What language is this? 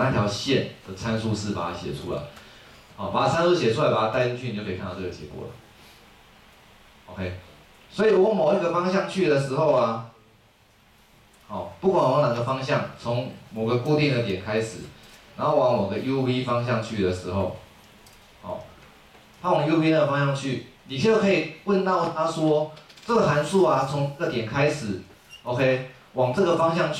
Chinese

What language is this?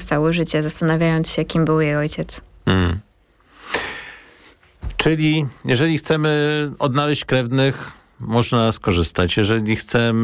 Polish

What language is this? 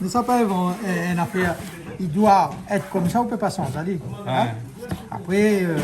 Réunion Creole French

